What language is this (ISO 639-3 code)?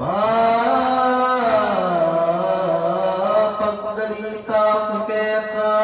pam